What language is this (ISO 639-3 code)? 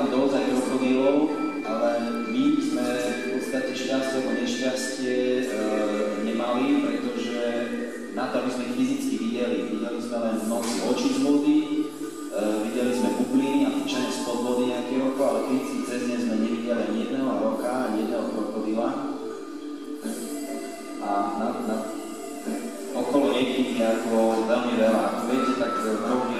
slk